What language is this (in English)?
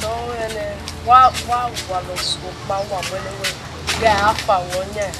Bini